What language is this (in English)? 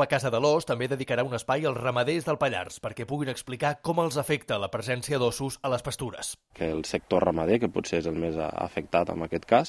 Catalan